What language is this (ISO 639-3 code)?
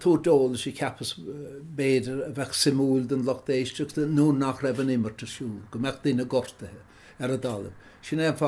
gle